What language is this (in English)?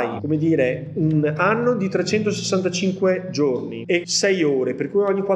Italian